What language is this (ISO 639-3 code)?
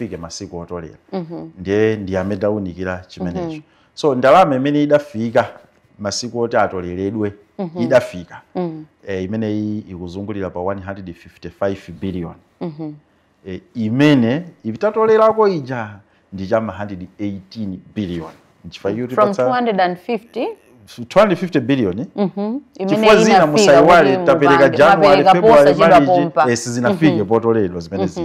nya